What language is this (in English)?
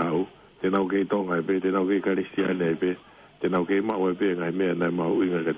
Tongan